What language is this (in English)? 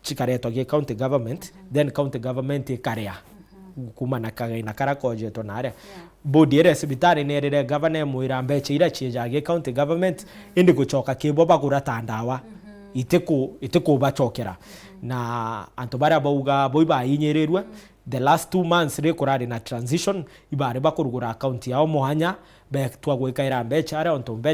Meru